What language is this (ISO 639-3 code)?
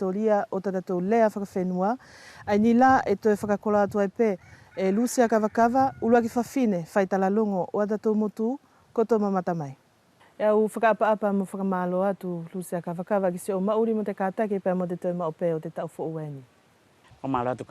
wls